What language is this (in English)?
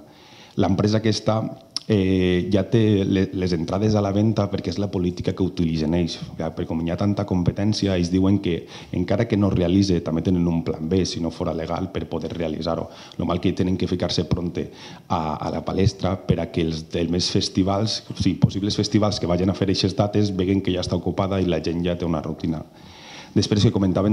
Catalan